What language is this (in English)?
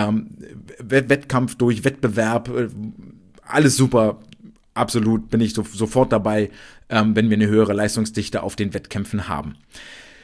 German